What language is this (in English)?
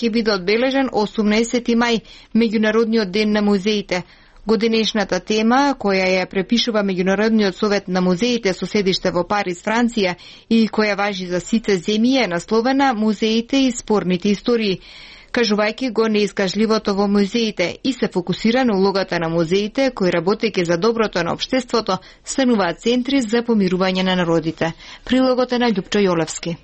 Macedonian